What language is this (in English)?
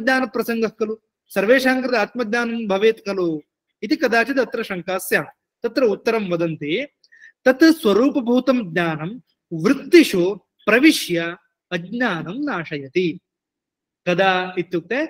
Sanskrit